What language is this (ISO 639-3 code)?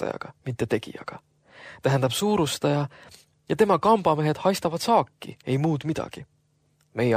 est